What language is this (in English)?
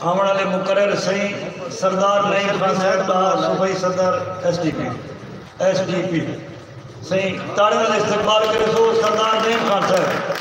Saraiki